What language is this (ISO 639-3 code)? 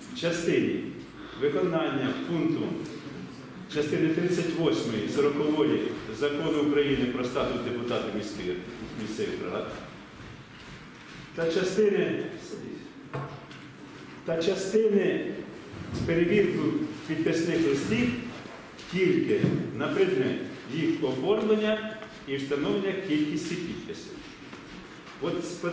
ukr